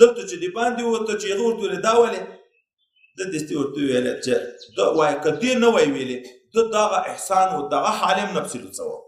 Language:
Pashto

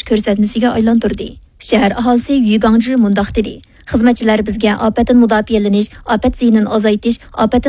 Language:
Uyghur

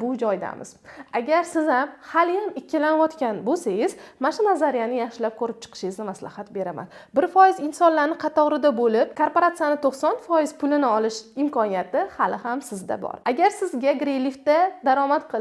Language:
Uzbek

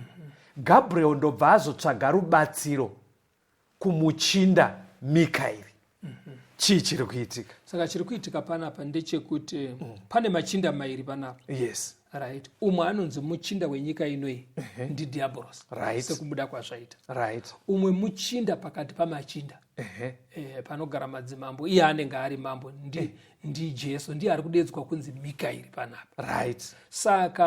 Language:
Shona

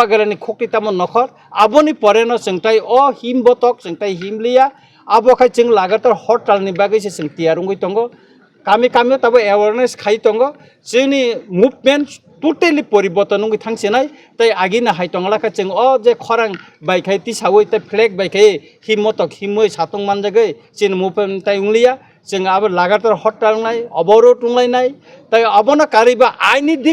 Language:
Kok Borok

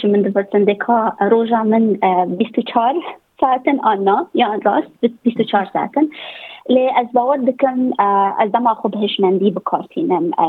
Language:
Kurdish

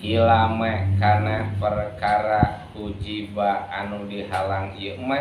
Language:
Sundanese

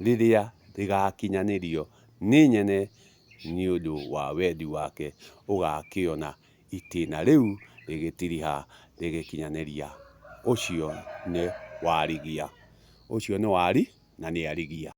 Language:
Kikuyu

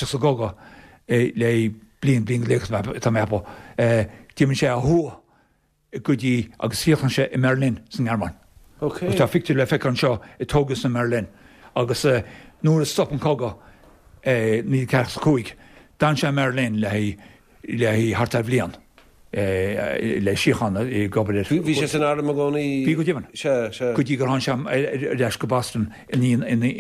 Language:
Irish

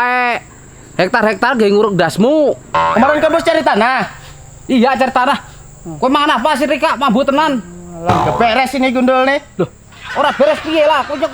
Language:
Banjar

